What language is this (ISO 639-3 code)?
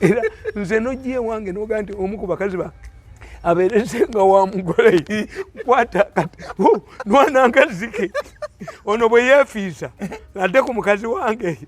lug